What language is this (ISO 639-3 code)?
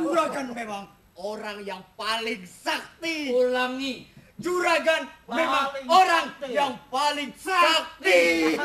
bjn